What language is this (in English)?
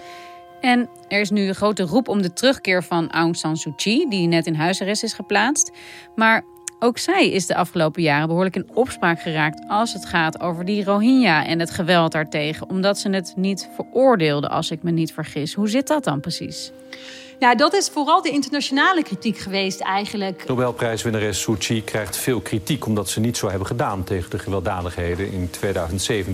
Dutch